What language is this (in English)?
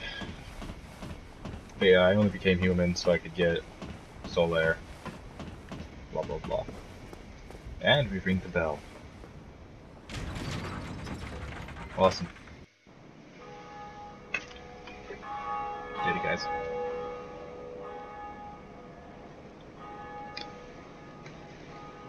English